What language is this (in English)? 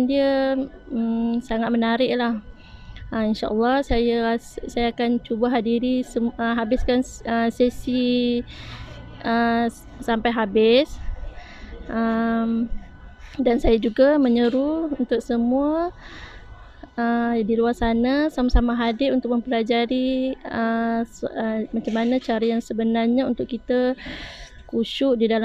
Malay